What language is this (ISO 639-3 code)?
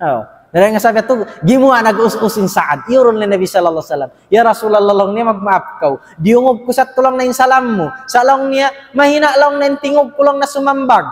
tsg